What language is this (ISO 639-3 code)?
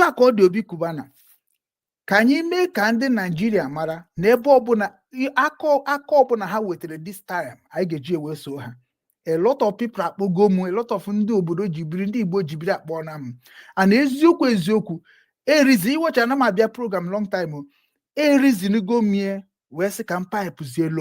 ibo